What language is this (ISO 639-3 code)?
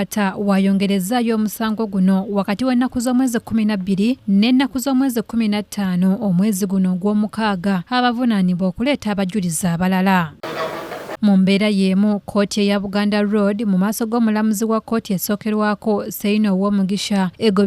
lug